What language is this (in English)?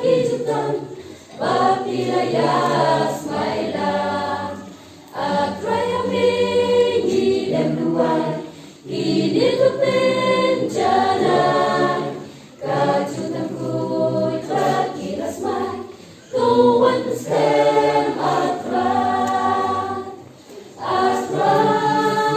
Khasi